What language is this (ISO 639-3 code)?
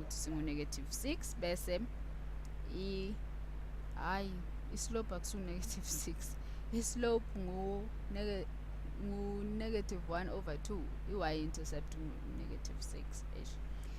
zul